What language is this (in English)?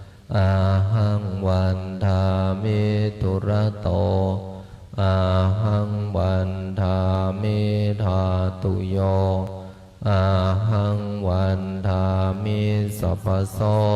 Pali